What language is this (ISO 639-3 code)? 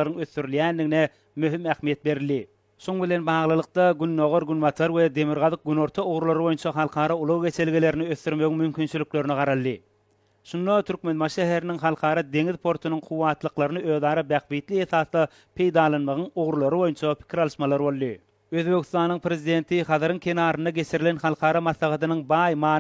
tuk